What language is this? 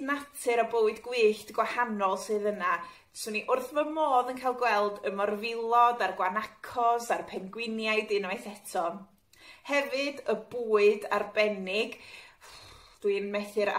Welsh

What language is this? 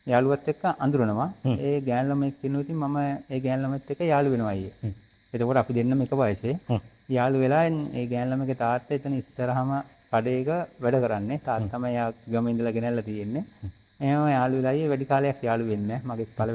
Sinhala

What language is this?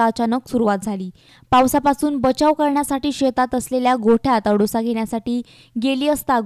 Marathi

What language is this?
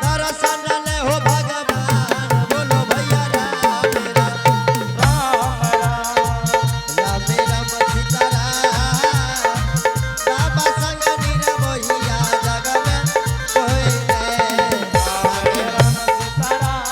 Angika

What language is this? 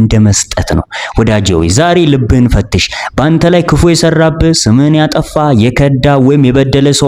Amharic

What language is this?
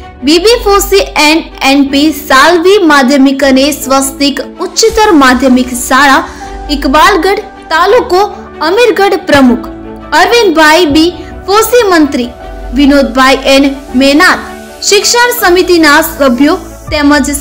Gujarati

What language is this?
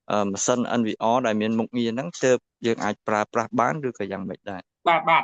Khmer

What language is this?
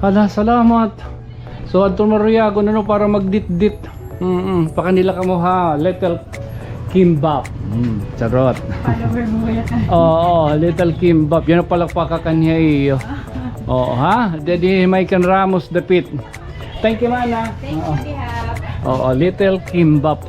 Waray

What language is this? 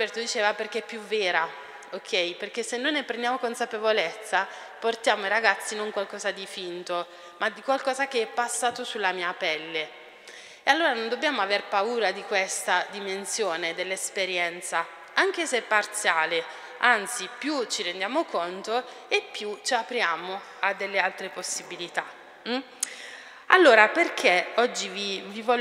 Italian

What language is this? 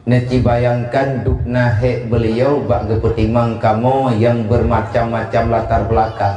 Achinese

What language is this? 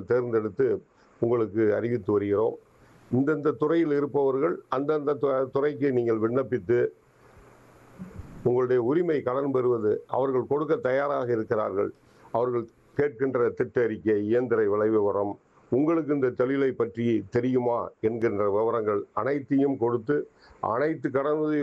Tamil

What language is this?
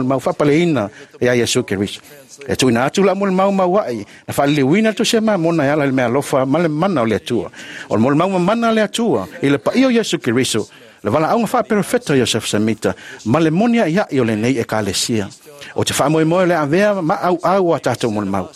Samoan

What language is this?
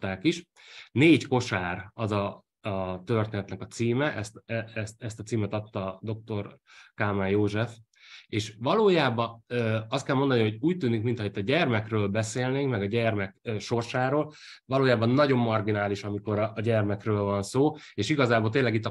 Hungarian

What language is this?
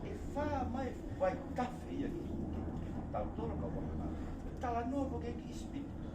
Tongan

